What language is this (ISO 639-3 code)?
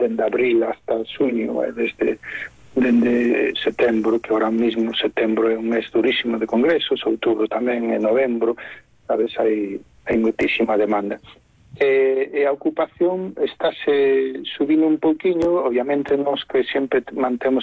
glg